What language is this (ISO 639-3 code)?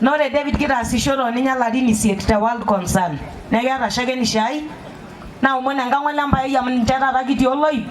mas